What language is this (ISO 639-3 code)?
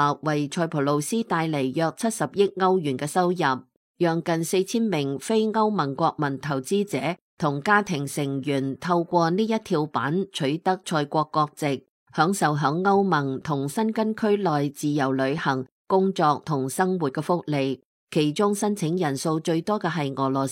yue